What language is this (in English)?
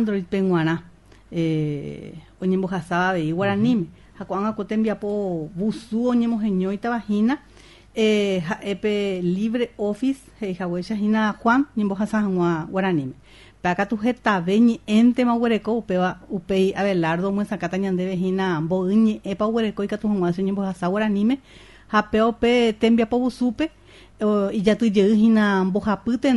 Guarani